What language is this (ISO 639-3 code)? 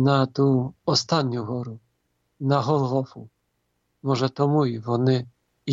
ukr